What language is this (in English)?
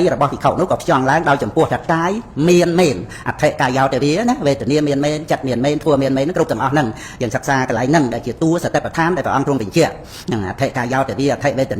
Khmer